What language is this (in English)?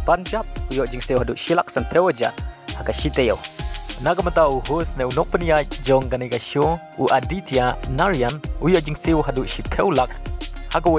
Khasi